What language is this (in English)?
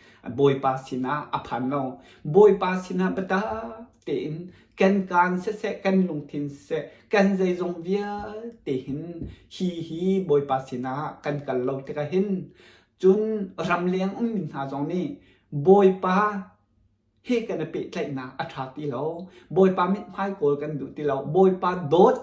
Hakha Chin